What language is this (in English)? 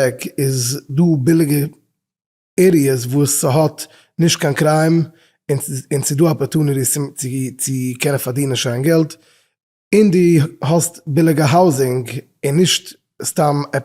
Yiddish